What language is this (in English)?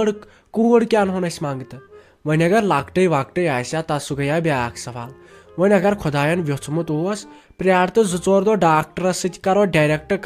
Kashmiri